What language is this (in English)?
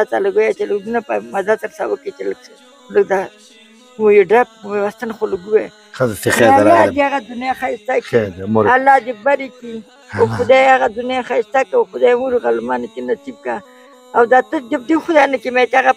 Pashto